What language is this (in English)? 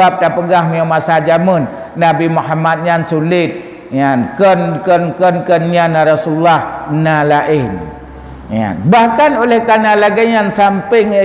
Achinese